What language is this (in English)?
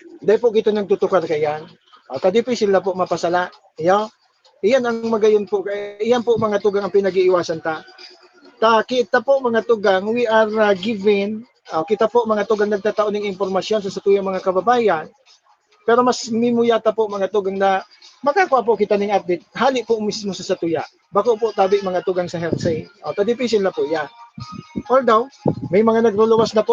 Bikol